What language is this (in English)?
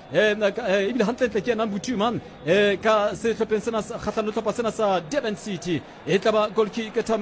Southern Sotho